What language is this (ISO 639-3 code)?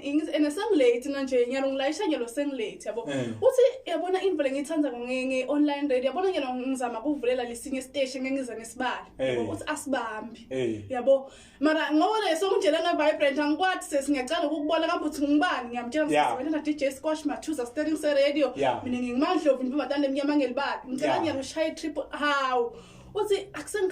zul